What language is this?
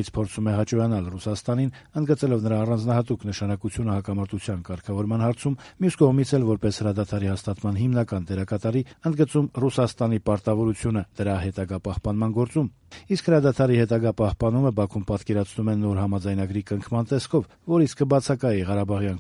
Armenian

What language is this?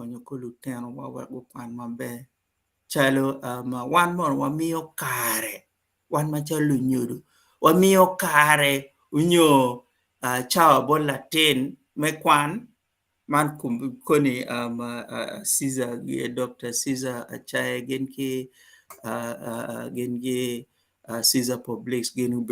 Acoli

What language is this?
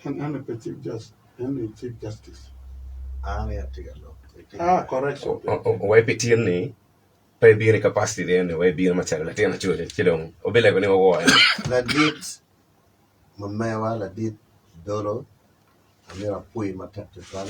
Acoli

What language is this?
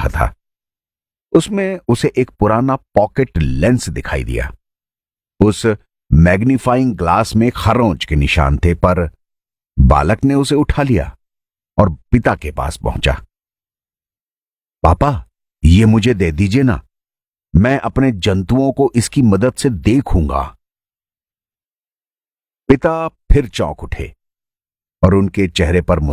Hindi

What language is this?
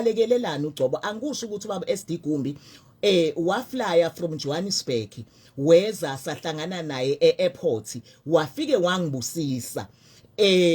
Zulu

